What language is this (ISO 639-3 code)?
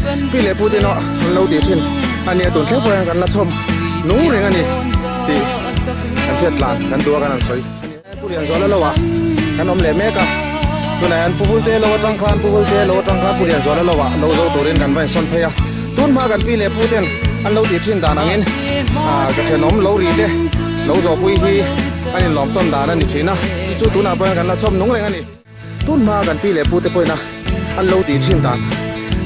lus